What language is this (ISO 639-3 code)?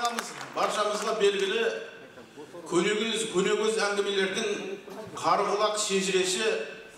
kaz